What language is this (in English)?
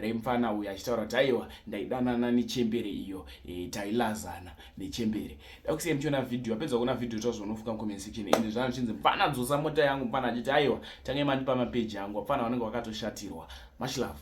Shona